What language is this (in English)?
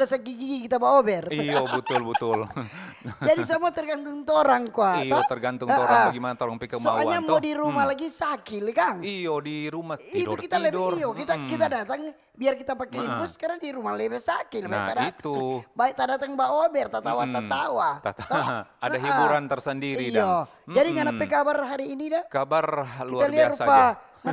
Manado Malay